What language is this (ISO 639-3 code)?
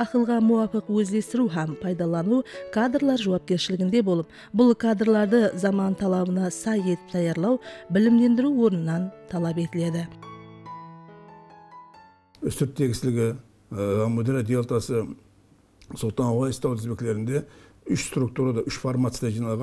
kaa